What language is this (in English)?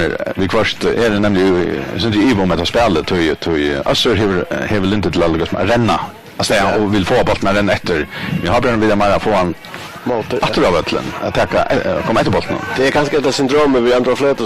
Faroese